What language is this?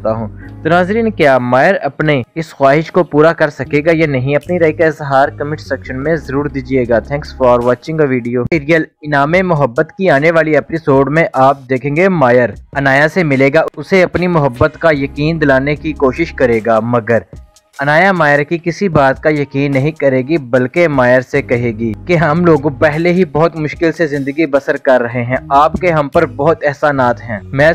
Urdu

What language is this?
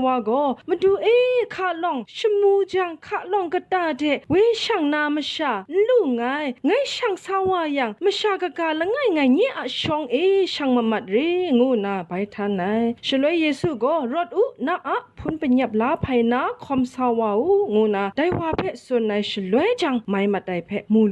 Kachin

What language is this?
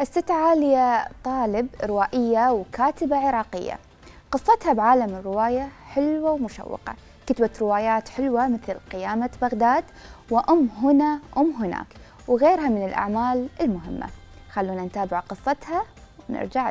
Mesopotamian Arabic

